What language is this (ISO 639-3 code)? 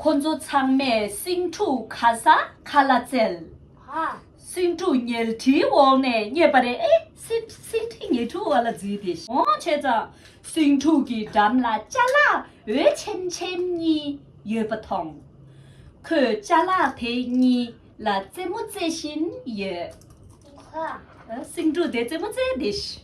bod